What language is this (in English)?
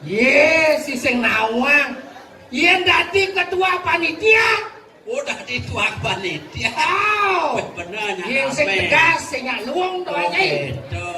Balinese